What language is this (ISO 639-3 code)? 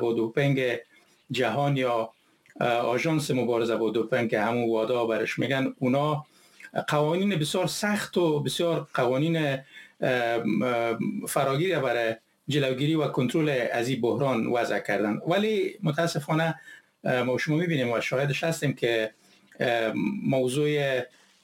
fas